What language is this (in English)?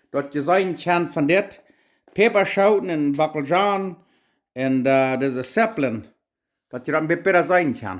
Plautdietsch